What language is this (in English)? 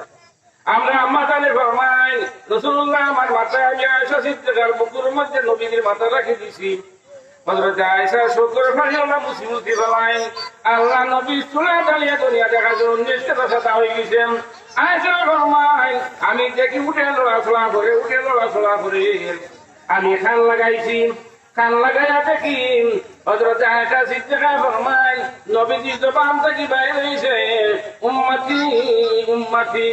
Sylheti